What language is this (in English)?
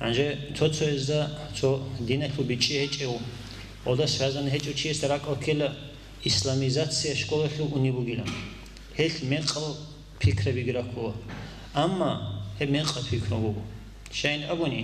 Avaric